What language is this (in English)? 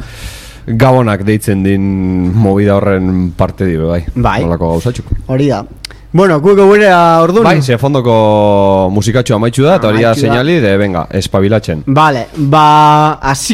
Basque